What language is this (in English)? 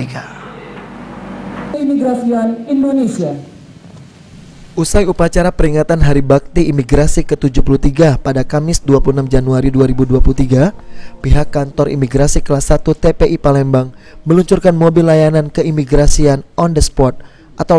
Indonesian